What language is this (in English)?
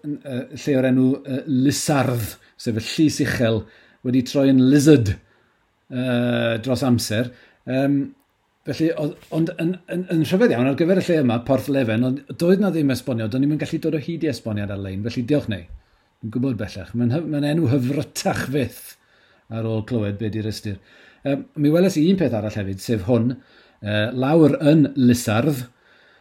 Welsh